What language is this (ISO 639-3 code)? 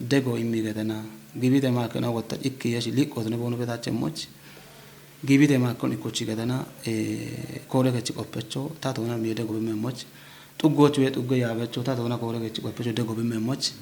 kbr